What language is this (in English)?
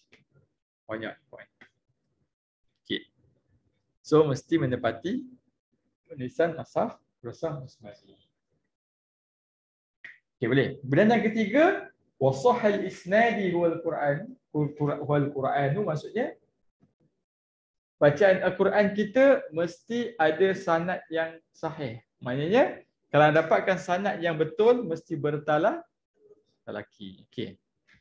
Malay